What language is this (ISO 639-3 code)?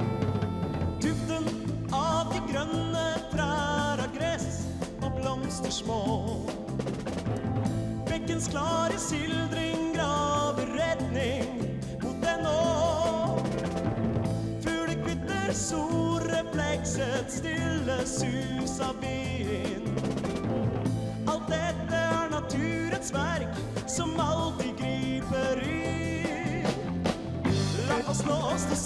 nor